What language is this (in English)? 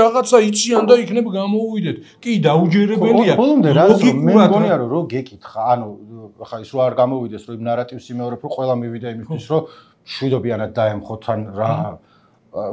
Georgian